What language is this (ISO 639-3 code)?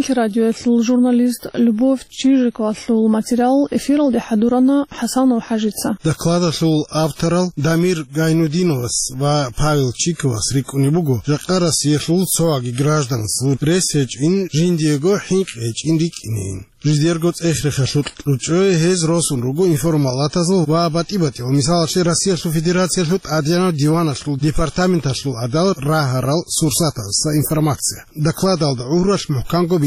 ava